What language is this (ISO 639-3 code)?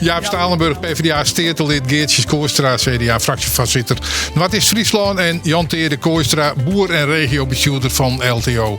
fry